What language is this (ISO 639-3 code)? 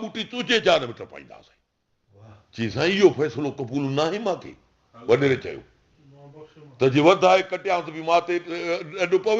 snd